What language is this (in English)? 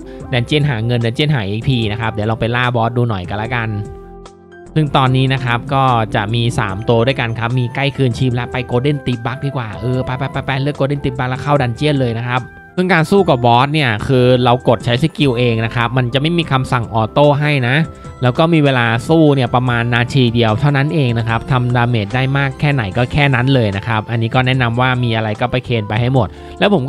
Thai